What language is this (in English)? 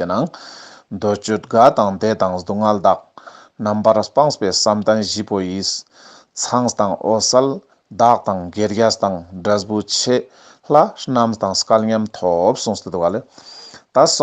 Ladakhi